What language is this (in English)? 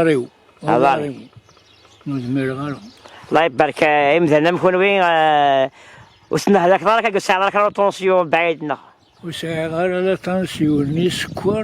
Kabyle